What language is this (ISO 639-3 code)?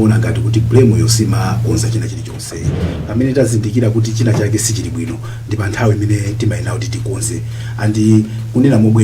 nya